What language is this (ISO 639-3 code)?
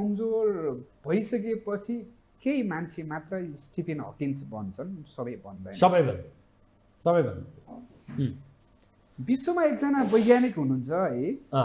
nep